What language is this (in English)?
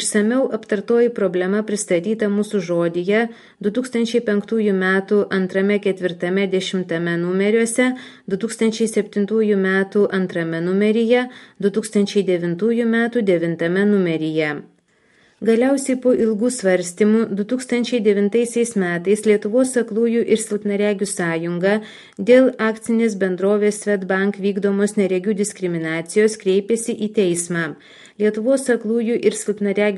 Lithuanian